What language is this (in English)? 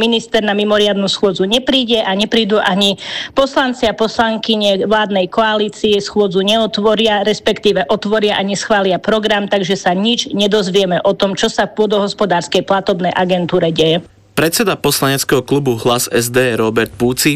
Slovak